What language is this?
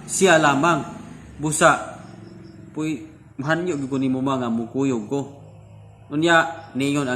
Cebuano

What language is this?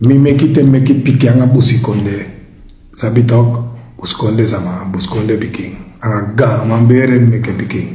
Sranan Tongo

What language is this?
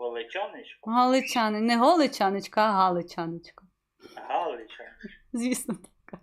Belarusian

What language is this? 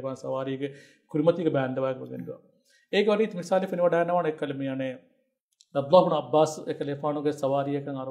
Divehi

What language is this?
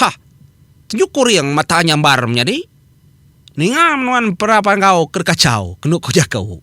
Iban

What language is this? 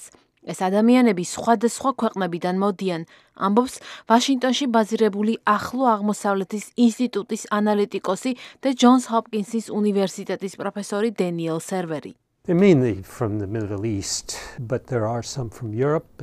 Georgian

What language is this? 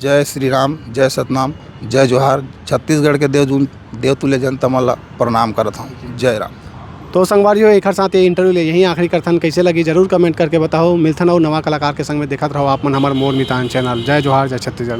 Chhattisgarhi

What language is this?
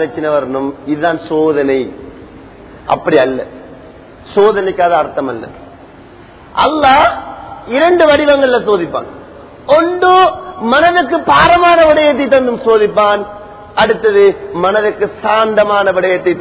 Tamil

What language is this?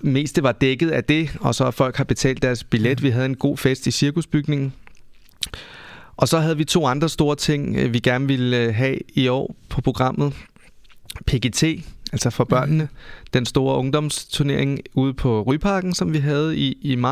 Danish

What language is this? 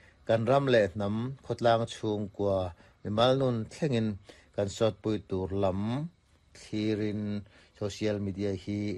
Mizo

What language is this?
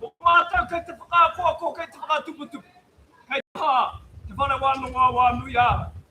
Māori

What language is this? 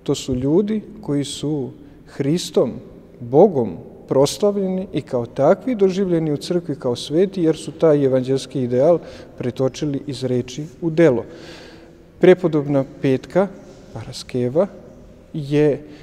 Serbian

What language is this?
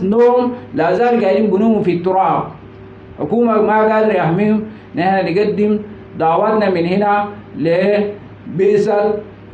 Sudanese Arabic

